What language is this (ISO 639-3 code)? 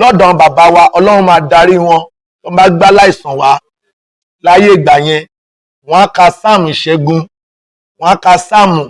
yor